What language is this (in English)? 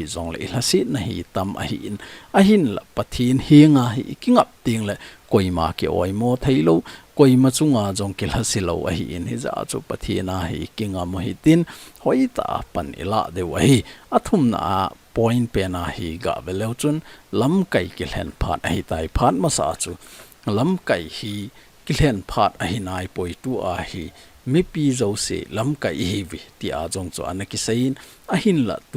Thado Chin